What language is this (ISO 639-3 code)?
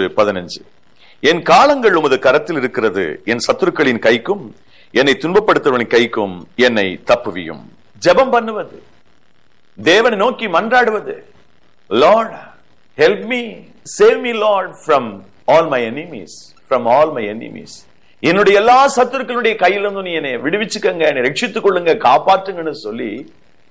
tam